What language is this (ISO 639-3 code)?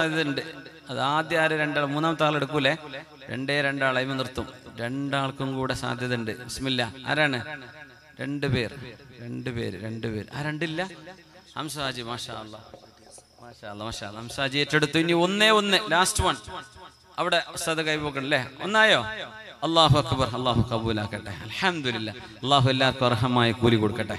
mal